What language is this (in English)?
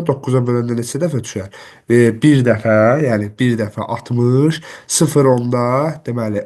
Azerbaijani